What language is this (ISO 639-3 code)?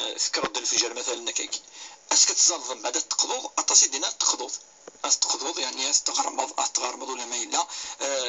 kab